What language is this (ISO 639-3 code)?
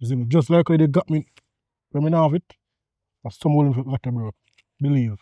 jam